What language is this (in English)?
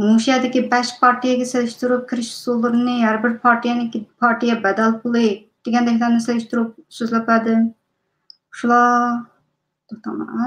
Uyghur